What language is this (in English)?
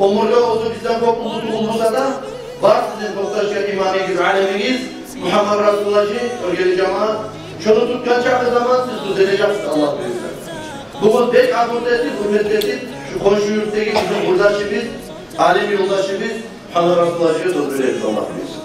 Kumyk